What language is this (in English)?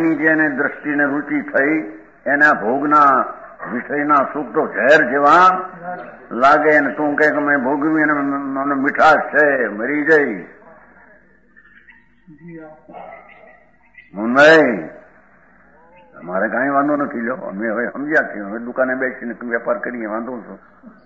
Gujarati